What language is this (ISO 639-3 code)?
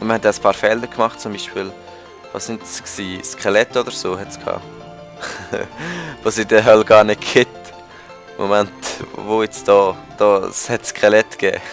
gsw